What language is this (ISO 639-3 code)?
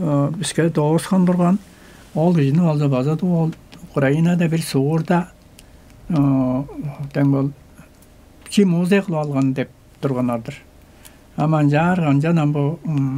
tyv